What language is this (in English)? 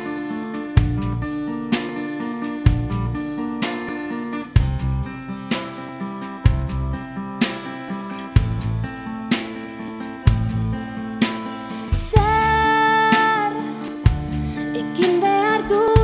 Basque